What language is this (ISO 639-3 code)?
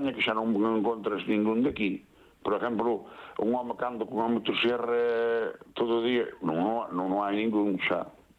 glg